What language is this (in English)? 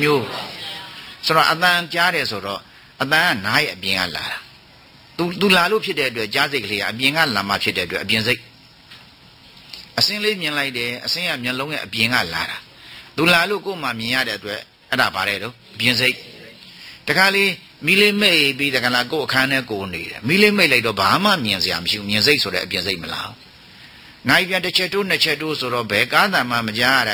Burmese